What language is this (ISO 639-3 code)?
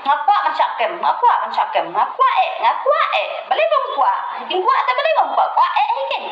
kha